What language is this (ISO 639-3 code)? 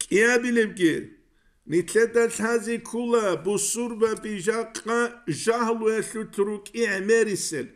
ava